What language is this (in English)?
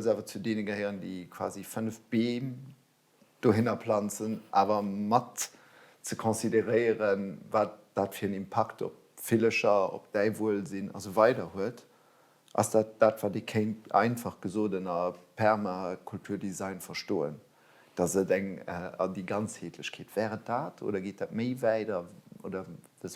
Luxembourgish